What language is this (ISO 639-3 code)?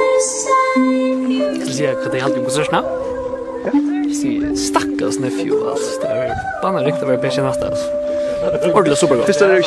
fao